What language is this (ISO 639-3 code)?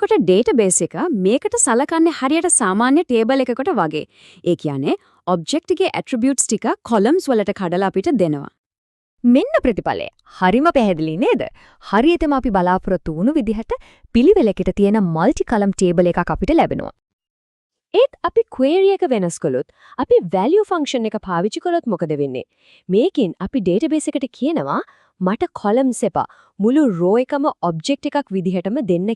sin